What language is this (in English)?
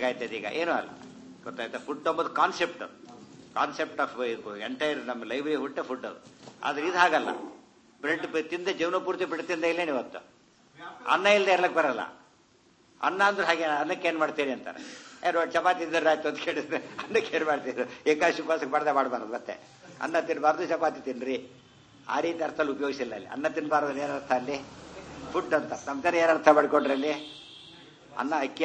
Kannada